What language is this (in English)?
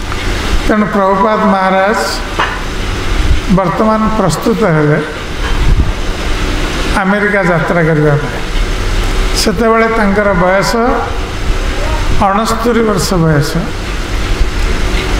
Odia